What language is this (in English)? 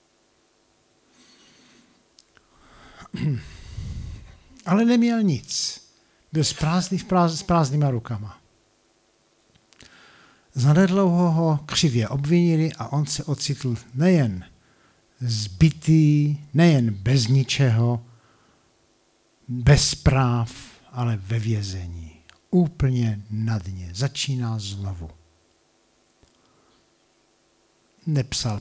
Czech